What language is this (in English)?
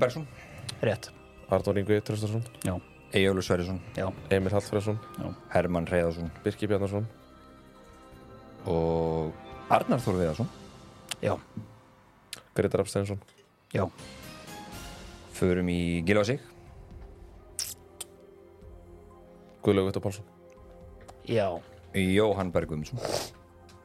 Icelandic